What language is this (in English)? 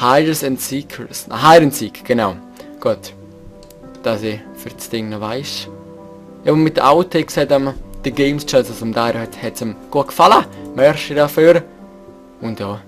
Swiss German